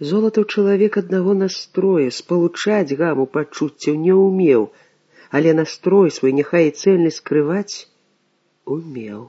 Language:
Belarusian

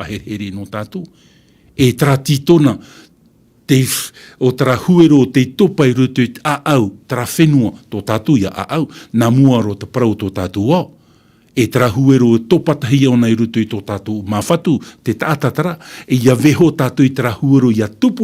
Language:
Tahitian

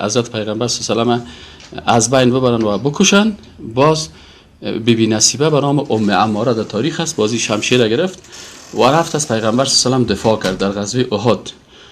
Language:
Persian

